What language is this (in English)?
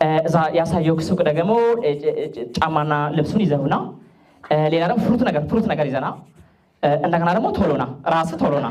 Amharic